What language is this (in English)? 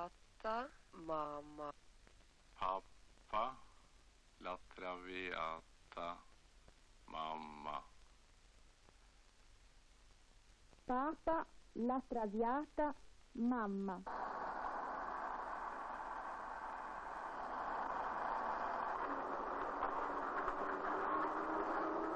Norwegian